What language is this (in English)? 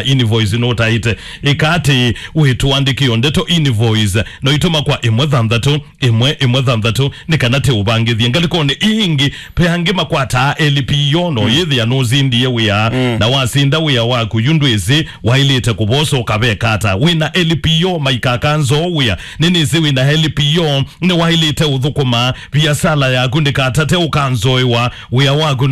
Kamba